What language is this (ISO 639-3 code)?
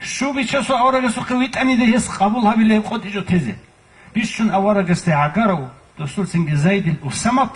ava